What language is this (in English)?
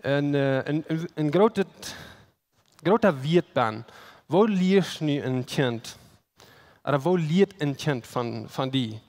Plautdietsch